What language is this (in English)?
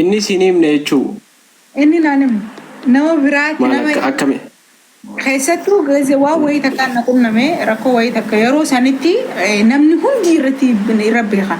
Oromo